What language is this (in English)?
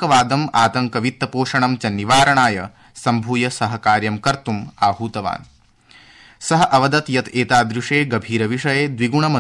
Sanskrit